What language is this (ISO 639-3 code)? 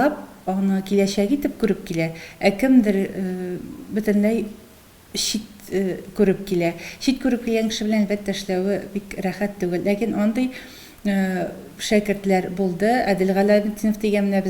tat